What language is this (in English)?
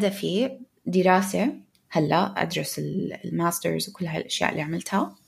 North Levantine Arabic